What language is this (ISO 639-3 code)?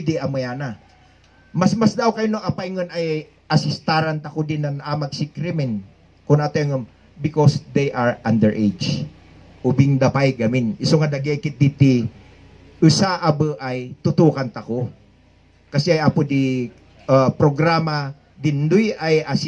kne